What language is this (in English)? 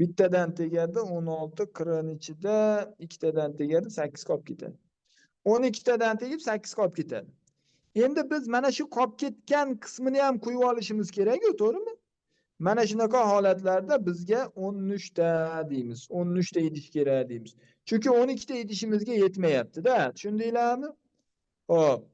Uzbek